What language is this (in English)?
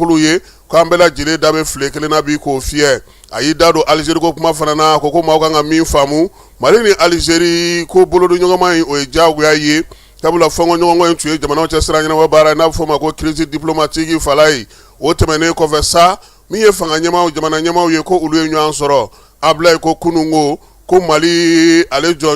Bambara